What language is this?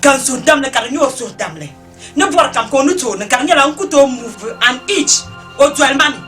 Dagbani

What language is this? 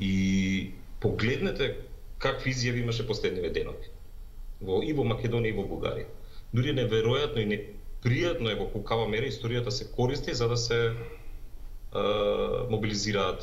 Macedonian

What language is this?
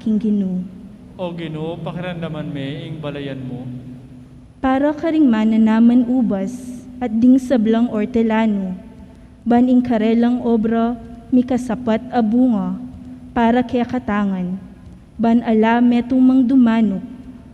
Pampanga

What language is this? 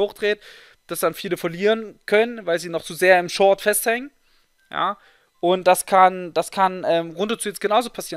German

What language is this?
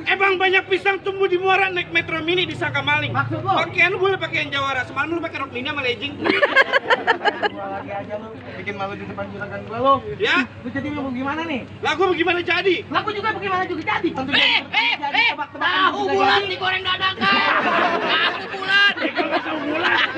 Betawi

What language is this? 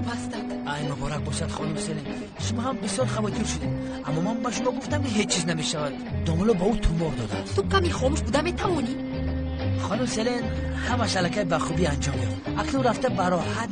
Tajik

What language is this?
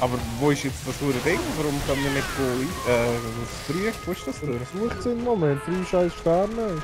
Swiss German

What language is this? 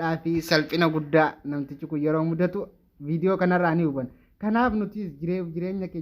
Oromo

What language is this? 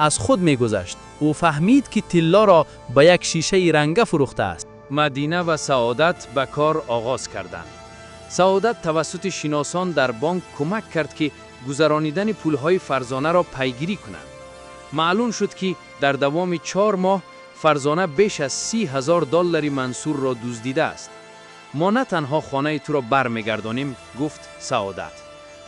Tajik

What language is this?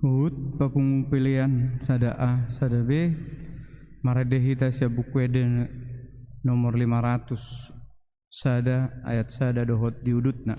Batak Toba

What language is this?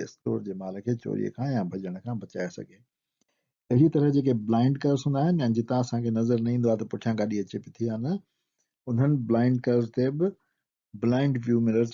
Sindhi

